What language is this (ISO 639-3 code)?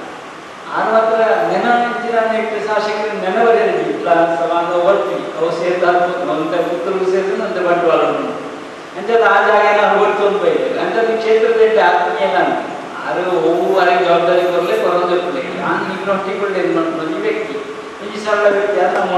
kan